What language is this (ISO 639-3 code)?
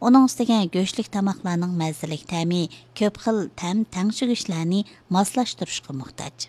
uig